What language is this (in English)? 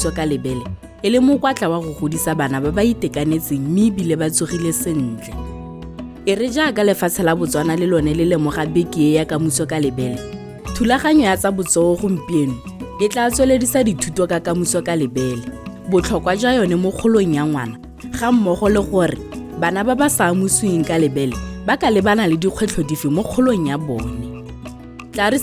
Tswana